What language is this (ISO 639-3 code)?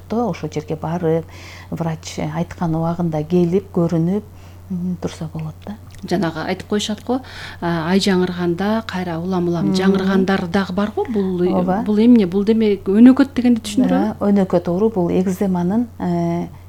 kir